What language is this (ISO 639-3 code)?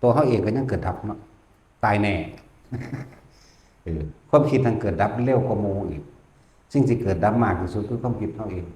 lao